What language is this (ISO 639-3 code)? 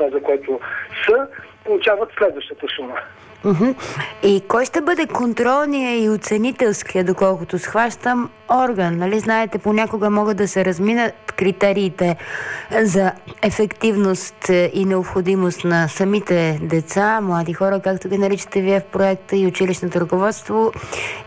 bul